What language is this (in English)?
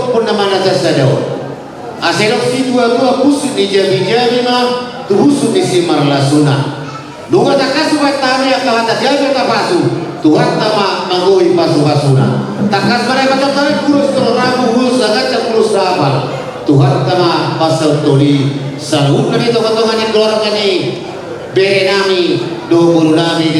Batak Toba